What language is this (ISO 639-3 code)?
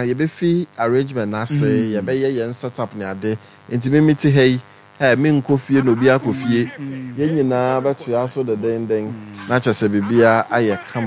aka